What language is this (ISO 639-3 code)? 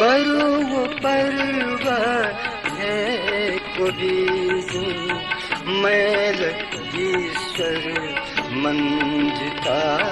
new